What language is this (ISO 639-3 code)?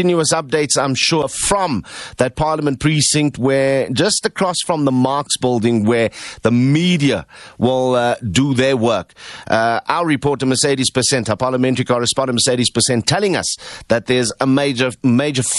eng